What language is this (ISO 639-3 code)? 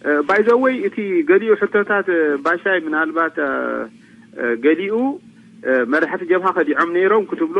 tir